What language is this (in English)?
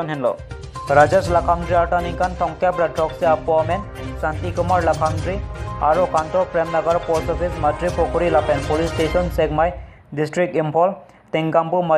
Karbi